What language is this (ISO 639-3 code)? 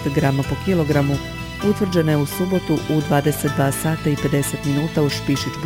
hrv